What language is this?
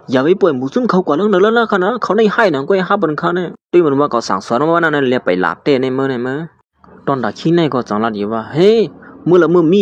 Shan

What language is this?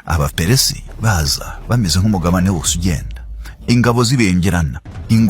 Kinyarwanda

